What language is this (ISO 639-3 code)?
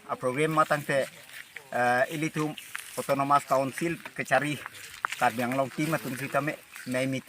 mjw